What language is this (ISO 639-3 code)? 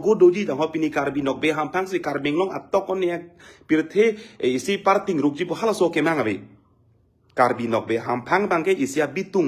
mjw